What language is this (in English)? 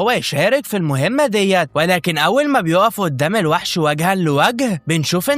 Egyptian Arabic